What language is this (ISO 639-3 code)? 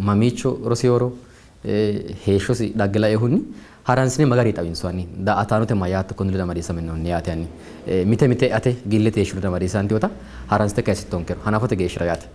sid